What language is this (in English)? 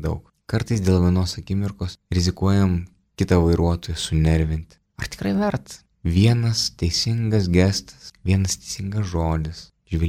Lithuanian